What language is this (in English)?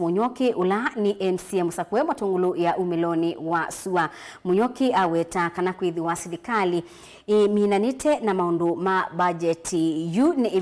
Kamba